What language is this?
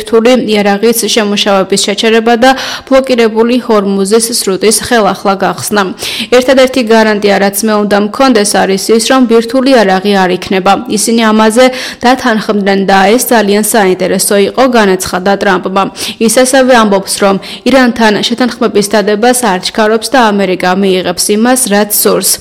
Georgian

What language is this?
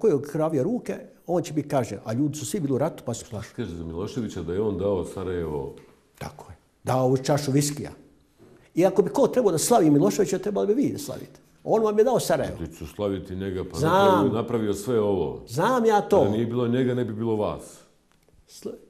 Bosnian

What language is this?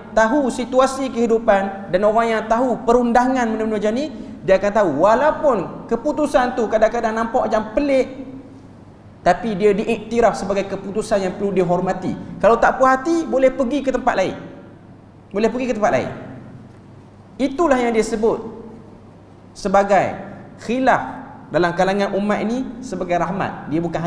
Malay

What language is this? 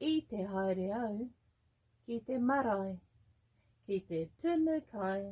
Māori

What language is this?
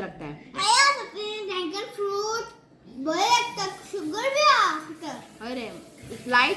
Konkani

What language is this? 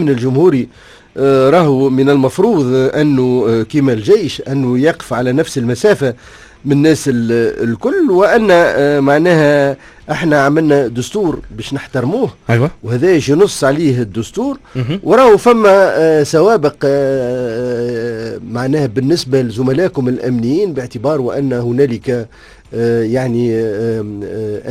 Tunisian Arabic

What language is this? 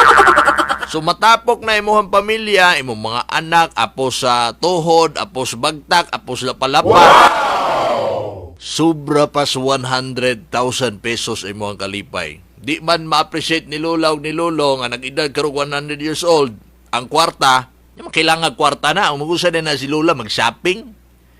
Cebuano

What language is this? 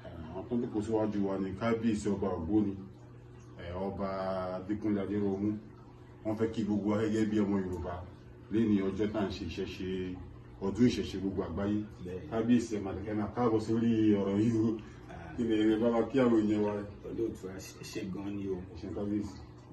Yoruba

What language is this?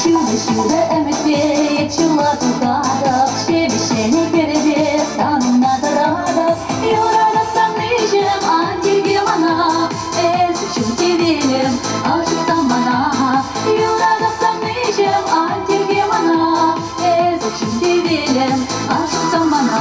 Chuvash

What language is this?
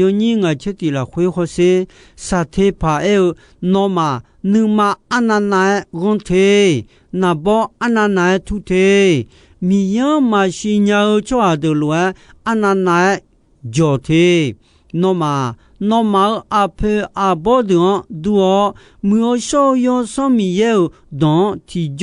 Akha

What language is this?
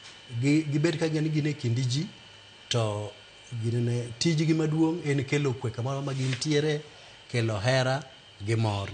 Luo (Kenya and Tanzania)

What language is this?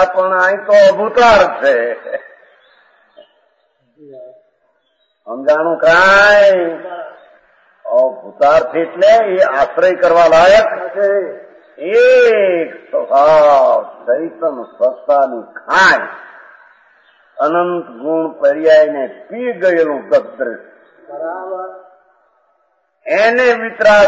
Gujarati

